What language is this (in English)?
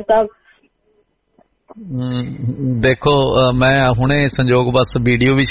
Punjabi